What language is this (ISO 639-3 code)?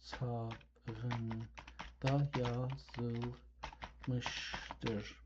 azb